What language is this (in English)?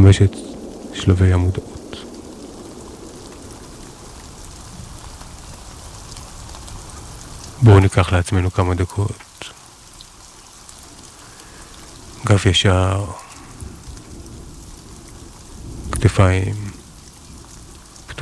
Hebrew